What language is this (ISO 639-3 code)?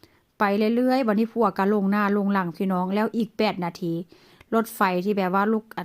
lao